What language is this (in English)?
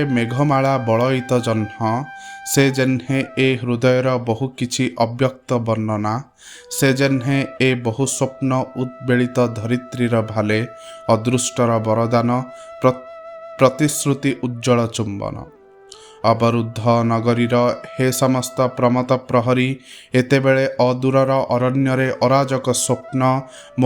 Odia